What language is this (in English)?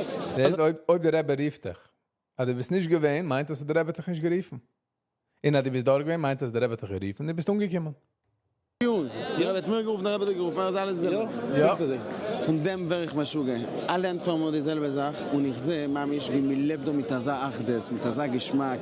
Yiddish